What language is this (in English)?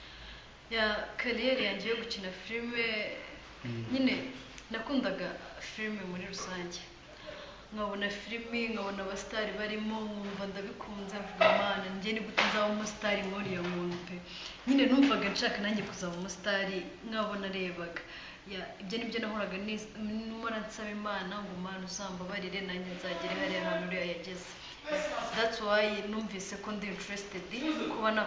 Kinyarwanda